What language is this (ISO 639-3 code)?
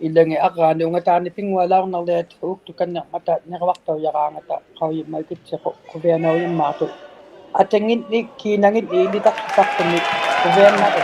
iku